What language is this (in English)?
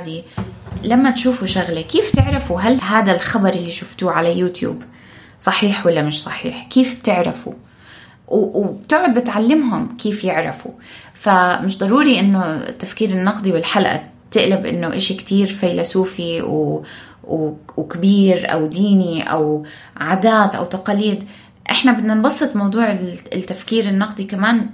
North Levantine Arabic